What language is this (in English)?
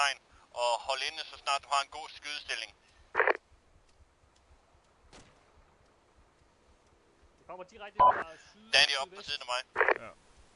Danish